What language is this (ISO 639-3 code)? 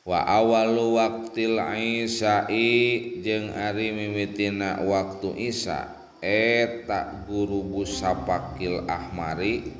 sun